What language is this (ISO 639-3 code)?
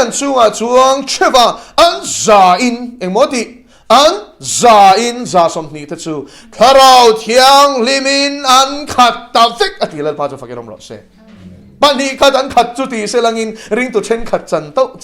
lus